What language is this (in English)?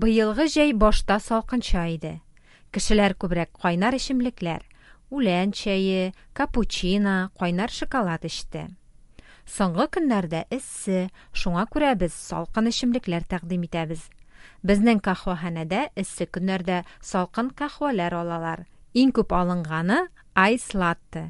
Tatar